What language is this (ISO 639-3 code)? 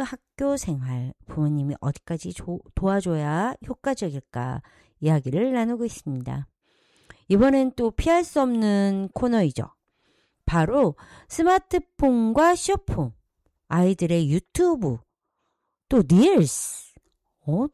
kor